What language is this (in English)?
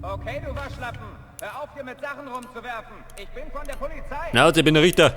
Bavarian